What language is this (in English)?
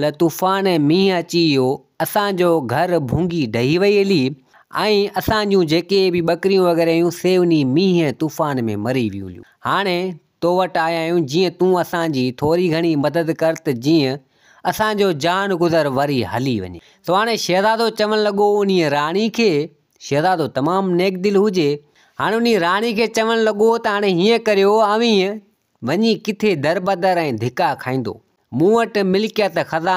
Sindhi